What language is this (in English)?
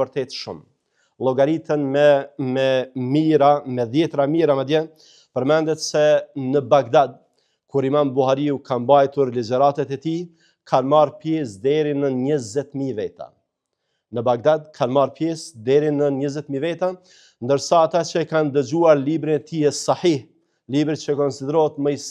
Albanian